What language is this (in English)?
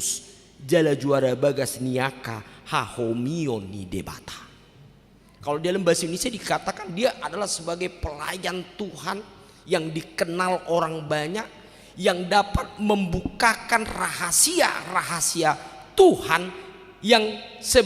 Batak Toba